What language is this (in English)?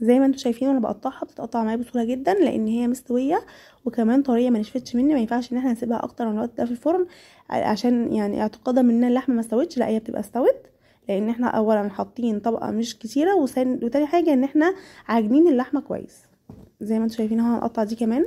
Egyptian Arabic